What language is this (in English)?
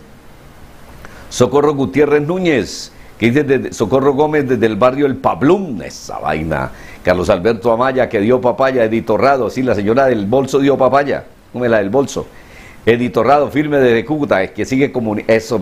Spanish